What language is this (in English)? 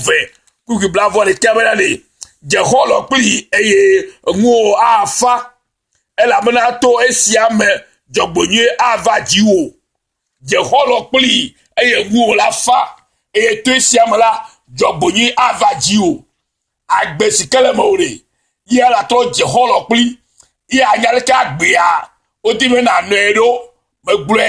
Ewe